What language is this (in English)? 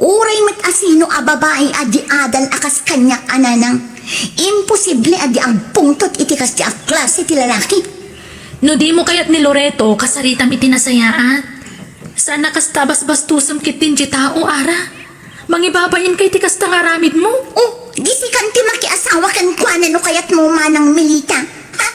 Iloko